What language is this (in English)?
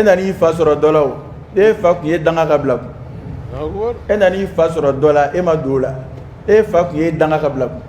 Dyula